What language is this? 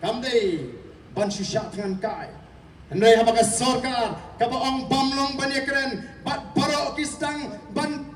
Khasi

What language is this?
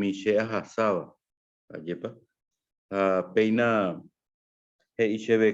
Guarani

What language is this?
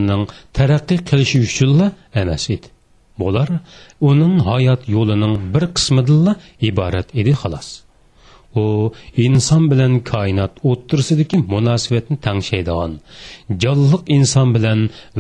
Uyghur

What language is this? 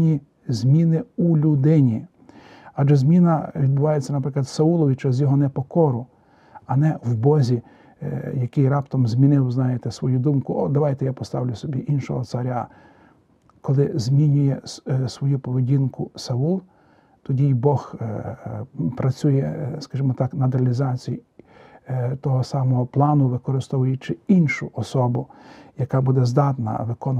Ukrainian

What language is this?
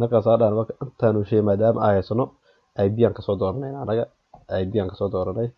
Somali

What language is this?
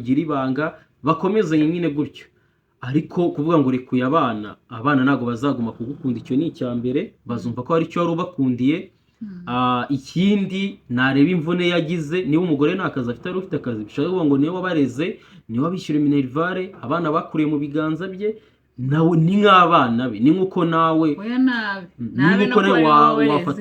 Kinyarwanda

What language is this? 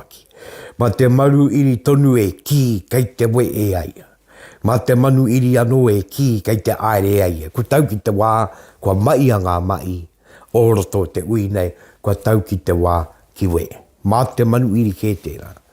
Māori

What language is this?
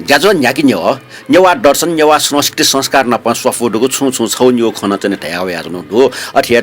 Newari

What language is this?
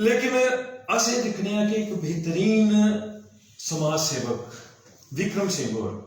Dogri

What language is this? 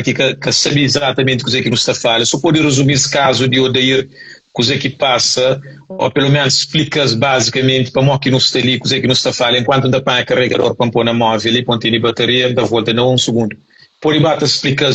Kabuverdianu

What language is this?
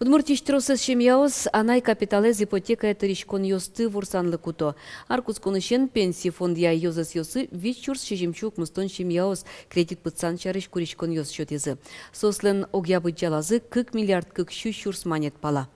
Udmurt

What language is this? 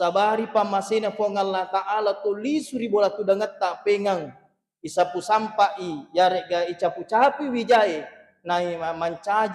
Buginese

